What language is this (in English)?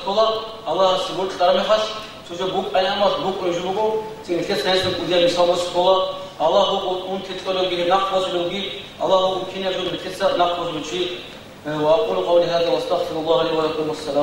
Avaric